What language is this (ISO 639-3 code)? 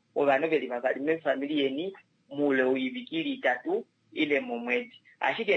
kua